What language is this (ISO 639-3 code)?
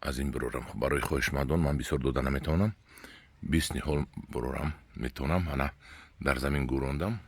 tgk